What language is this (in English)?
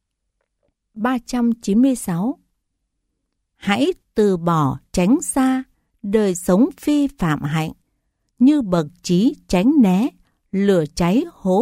Vietnamese